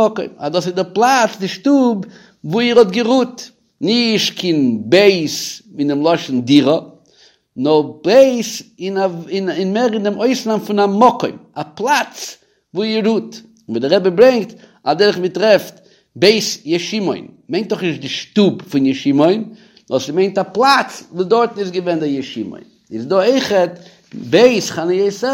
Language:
Yiddish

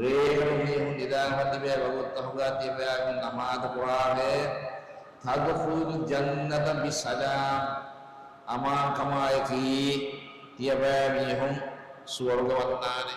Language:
Divehi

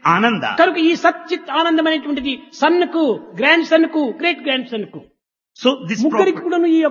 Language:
Telugu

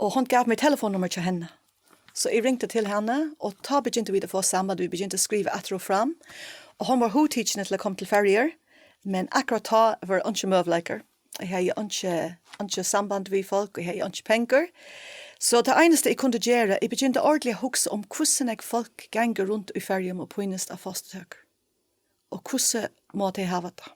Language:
Faroese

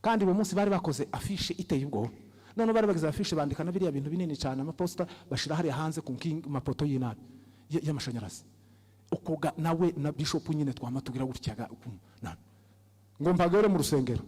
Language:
Rundi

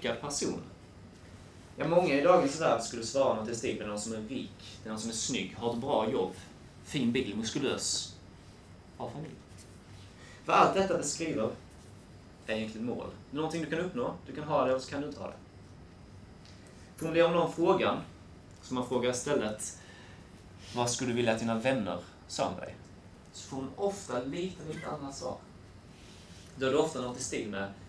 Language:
Swedish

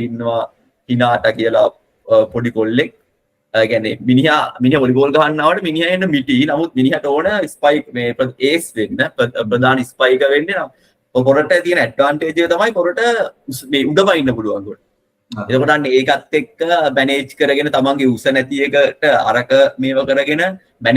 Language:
Sinhala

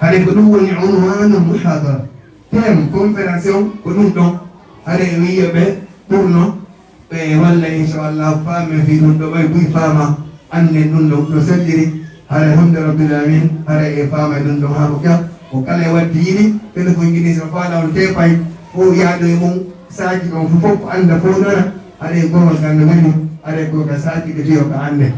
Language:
Fula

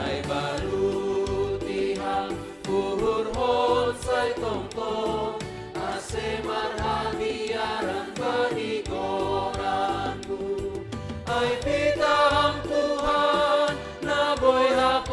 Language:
Batak Simalungun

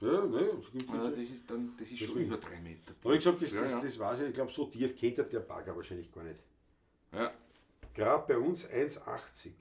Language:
Bavarian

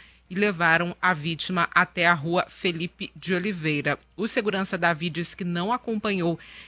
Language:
Portuguese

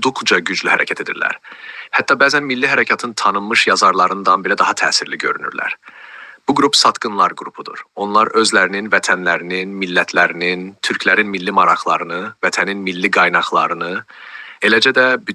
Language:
South Azerbaijani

